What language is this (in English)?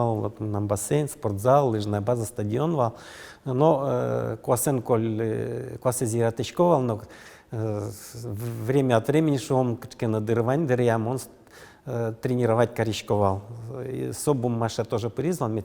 Udmurt